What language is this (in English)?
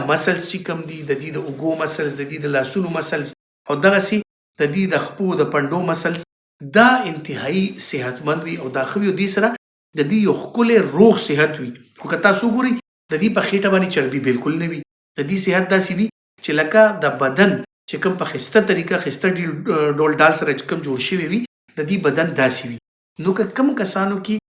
Pashto